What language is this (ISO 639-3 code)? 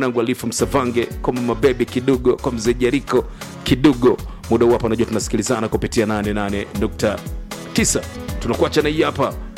swa